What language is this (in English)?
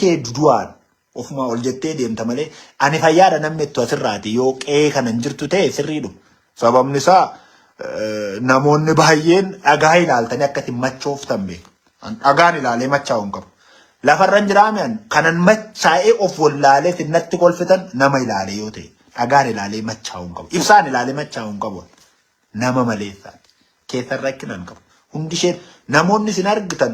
Oromo